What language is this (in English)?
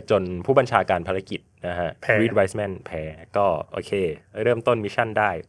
Thai